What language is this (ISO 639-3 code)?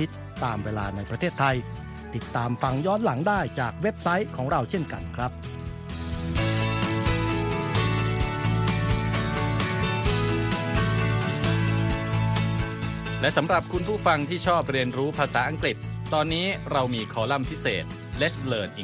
tha